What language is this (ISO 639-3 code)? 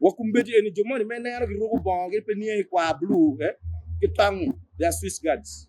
ach